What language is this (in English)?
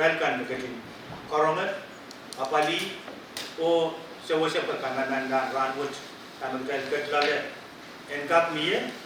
Pohnpeian